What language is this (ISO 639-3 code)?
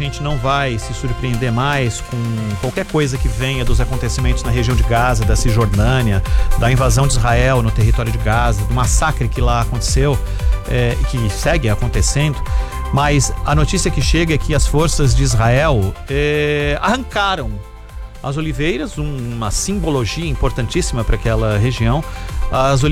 por